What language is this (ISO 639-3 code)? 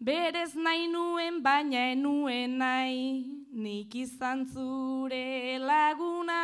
eus